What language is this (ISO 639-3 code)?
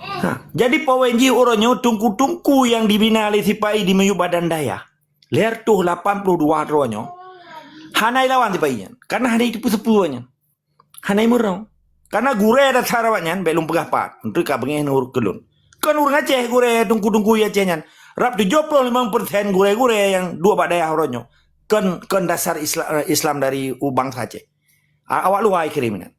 ace